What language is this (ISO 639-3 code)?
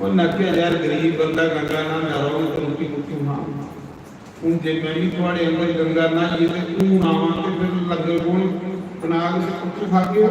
doi